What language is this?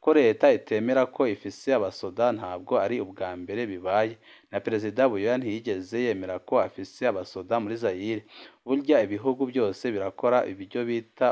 Rundi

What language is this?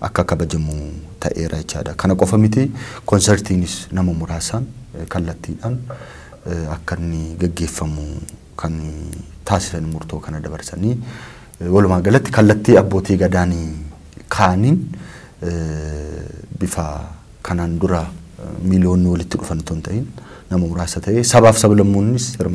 Oromo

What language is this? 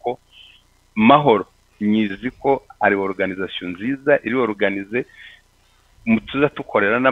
Kinyarwanda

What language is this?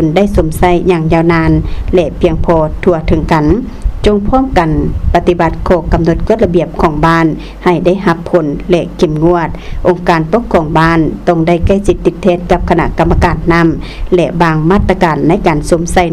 Lao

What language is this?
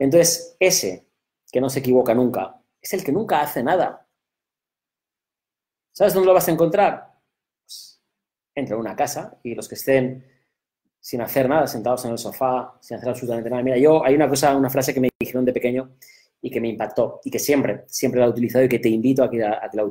Spanish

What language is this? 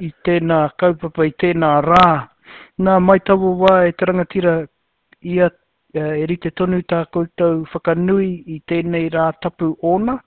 Māori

